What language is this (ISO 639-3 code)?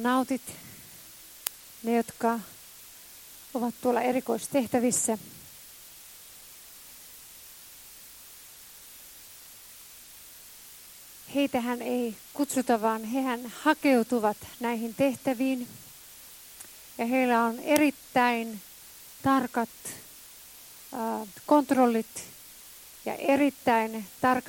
fin